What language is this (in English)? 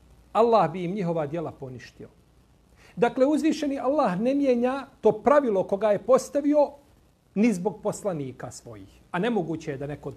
Bosnian